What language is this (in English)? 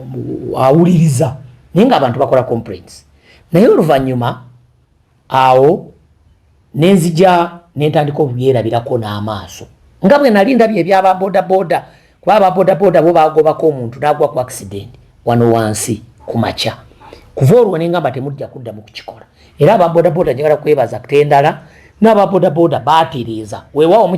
Ganda